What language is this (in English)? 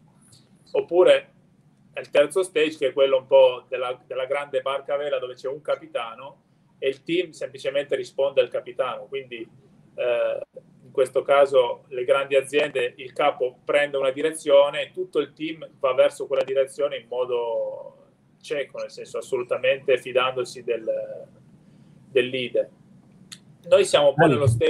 Italian